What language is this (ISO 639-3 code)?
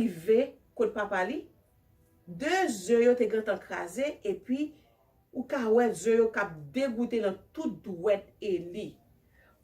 hat